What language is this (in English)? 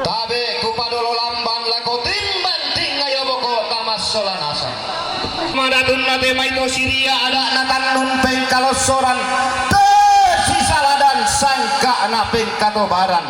Toraja-Sa'dan